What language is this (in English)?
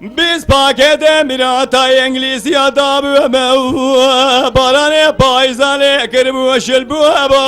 Kurdish